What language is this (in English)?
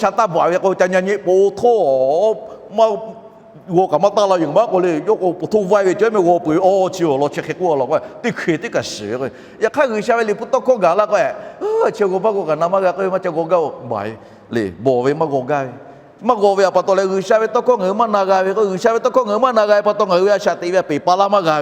Lahu